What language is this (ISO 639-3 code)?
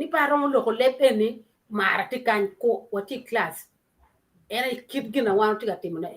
ach